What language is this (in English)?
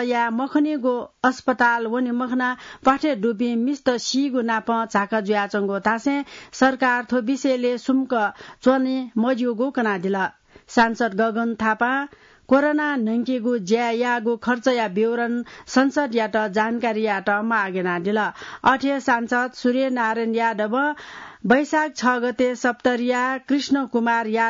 Newari